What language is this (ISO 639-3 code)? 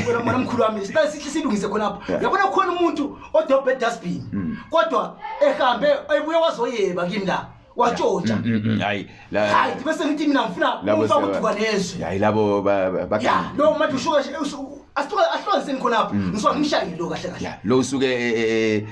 zul